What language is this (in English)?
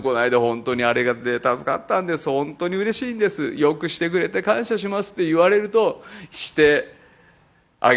Japanese